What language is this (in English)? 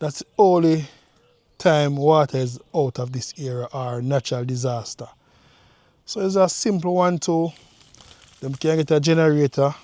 Jamaican Creole English